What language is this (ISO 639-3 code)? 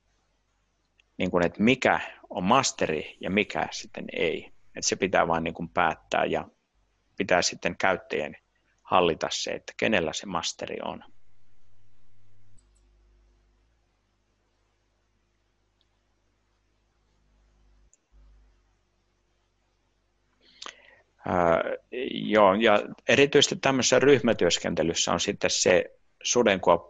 fin